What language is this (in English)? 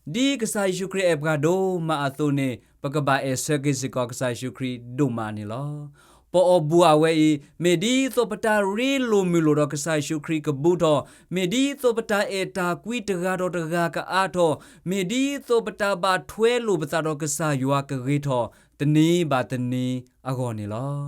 S'gaw Karen